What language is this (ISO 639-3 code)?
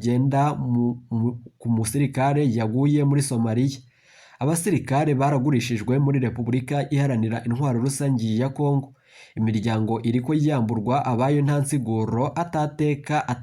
run